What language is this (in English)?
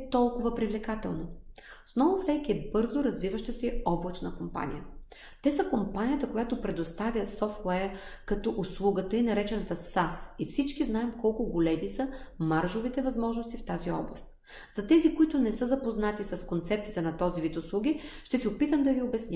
Bulgarian